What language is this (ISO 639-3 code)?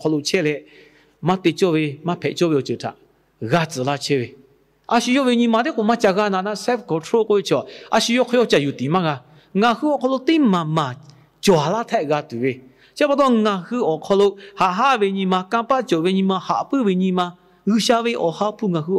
lhu